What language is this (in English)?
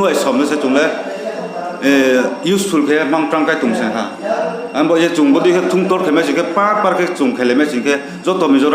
Riang (India)